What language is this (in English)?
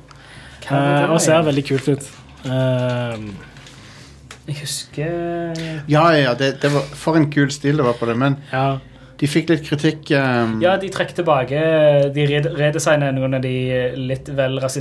Norwegian